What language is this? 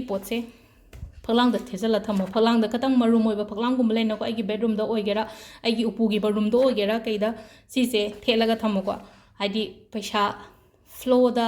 Manipuri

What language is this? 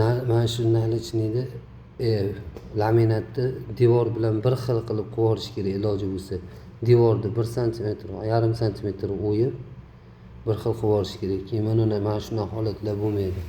Uzbek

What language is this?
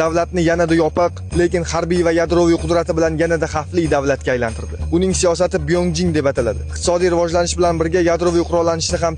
Uzbek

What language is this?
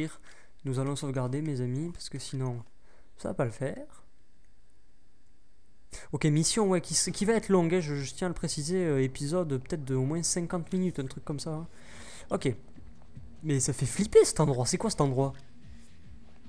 French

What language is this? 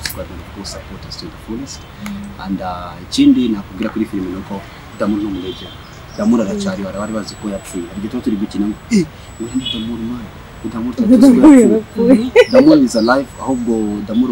Kinyarwanda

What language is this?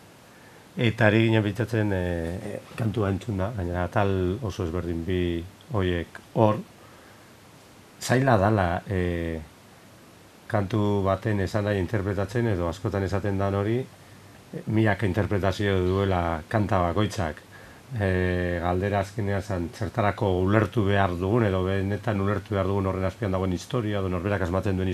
Basque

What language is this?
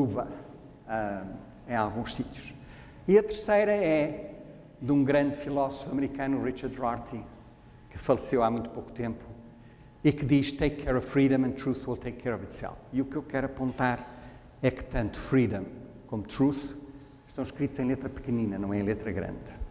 Portuguese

